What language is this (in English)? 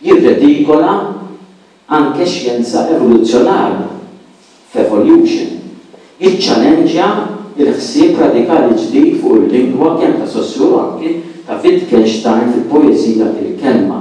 Maltese